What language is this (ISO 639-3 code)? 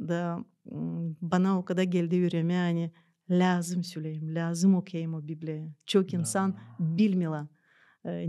gag